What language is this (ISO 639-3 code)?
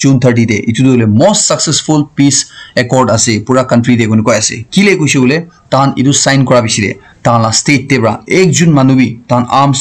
nag